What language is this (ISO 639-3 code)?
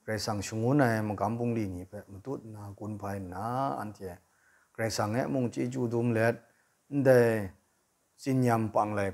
kac